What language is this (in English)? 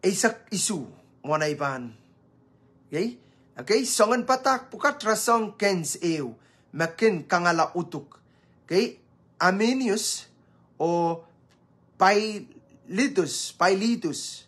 Pohnpeian